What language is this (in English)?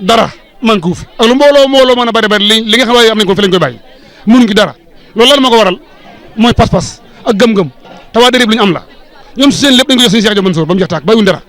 Wolof